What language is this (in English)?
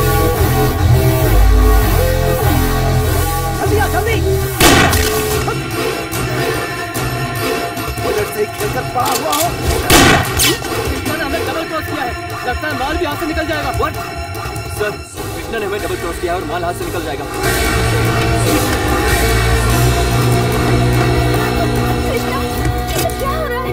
Hindi